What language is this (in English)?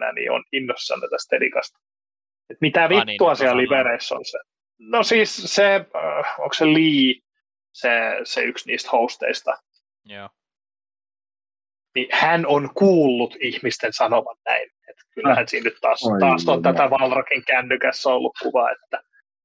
Finnish